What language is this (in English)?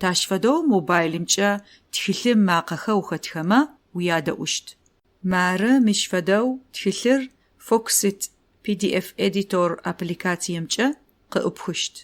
Adyghe